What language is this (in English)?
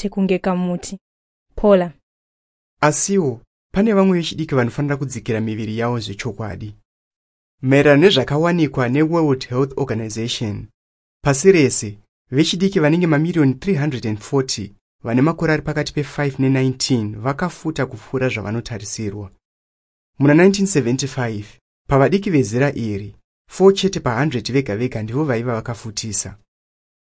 Shona